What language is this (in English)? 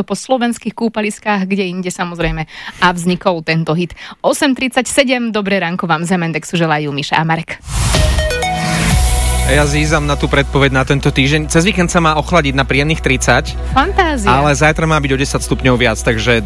Slovak